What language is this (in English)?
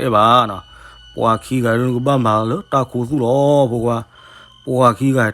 S'gaw Karen